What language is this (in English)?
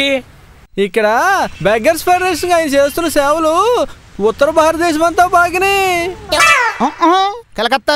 Telugu